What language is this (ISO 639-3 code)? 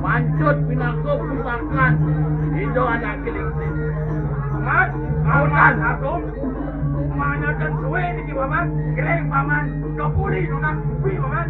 ban